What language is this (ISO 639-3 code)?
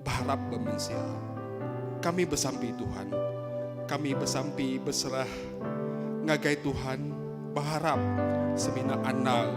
iba